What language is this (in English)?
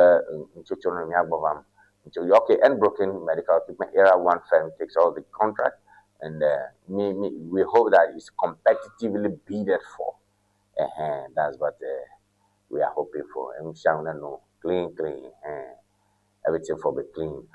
Ewe